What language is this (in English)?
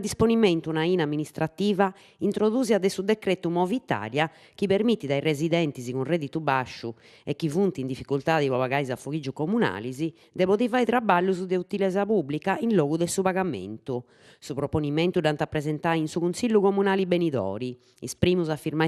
Sardinian